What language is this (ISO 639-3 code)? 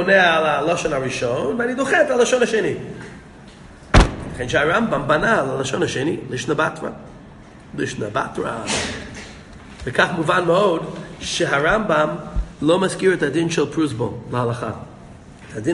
heb